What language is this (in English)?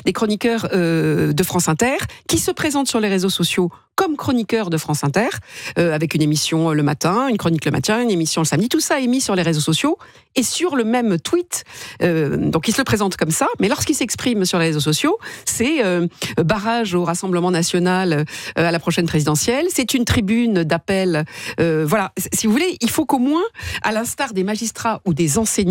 French